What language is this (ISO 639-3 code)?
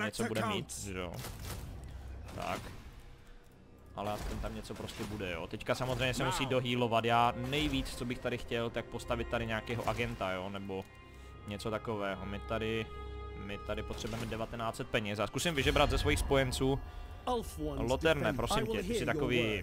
ces